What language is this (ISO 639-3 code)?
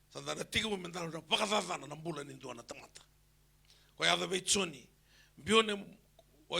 fij